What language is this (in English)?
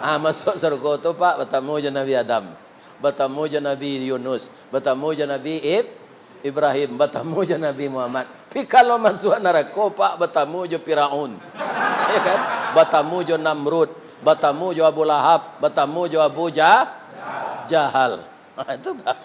Minangkabau